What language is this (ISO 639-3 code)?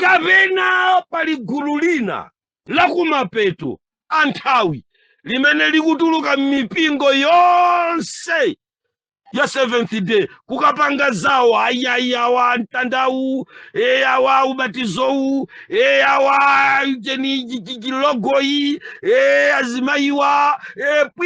nya